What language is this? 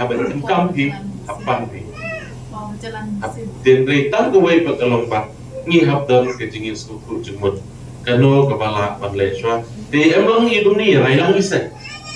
Khasi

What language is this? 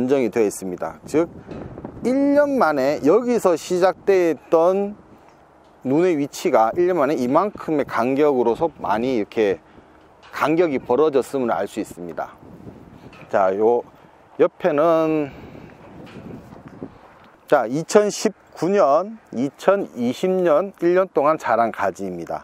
Korean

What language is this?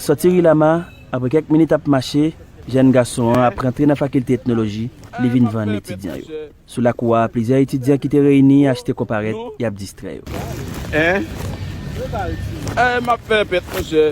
Haitian Creole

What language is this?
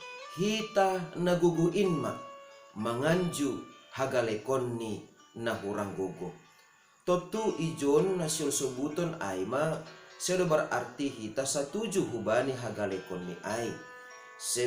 Batak Simalungun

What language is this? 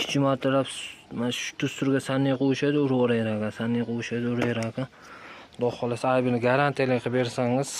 Uzbek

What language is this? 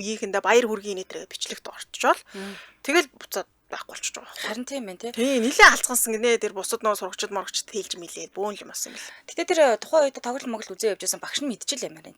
Mongolian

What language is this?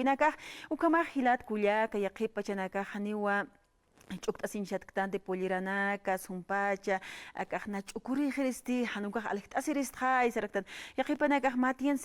Aymara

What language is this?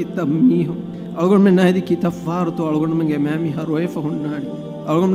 Divehi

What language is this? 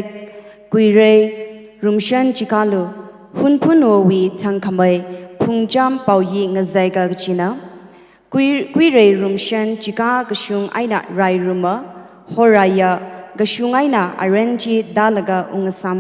Tangkhul Naga (India)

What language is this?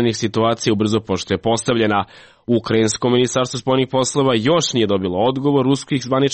Serbian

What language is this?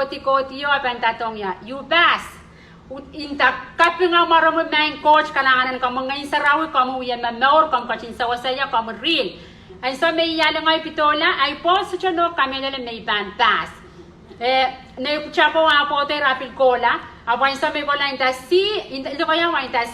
Pohnpeian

